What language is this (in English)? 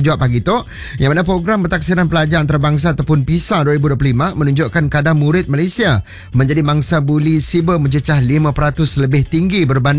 Malay